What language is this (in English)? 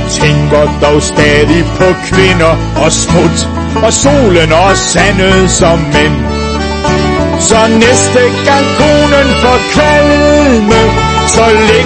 Danish